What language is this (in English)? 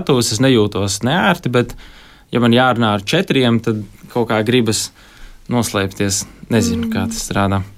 Latvian